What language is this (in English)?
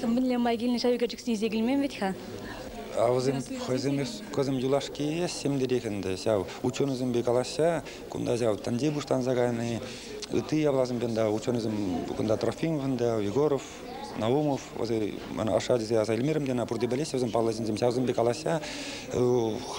Chuvash